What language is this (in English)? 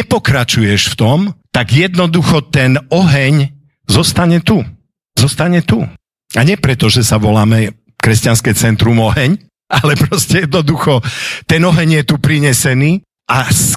Slovak